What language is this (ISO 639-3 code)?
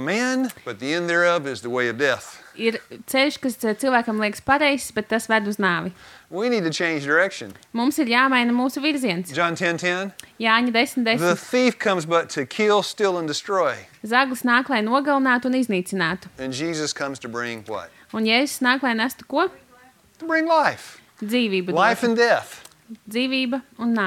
lav